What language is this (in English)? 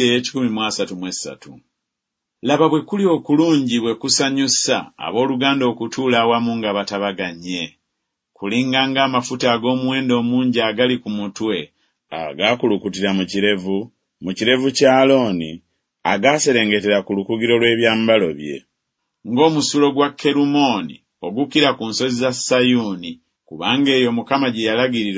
Ganda